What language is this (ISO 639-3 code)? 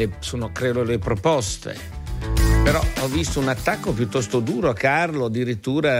ita